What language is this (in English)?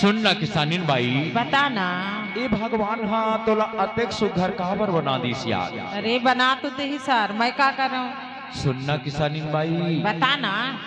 Chhattisgarhi